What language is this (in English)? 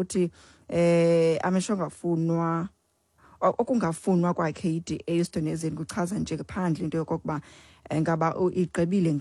Xhosa